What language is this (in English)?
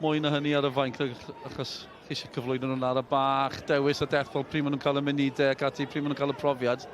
Welsh